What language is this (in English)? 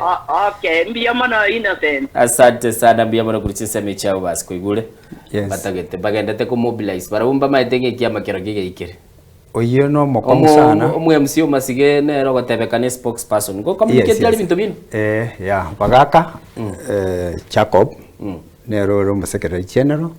Gusii